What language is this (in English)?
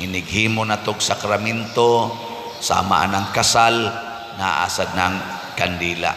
Cebuano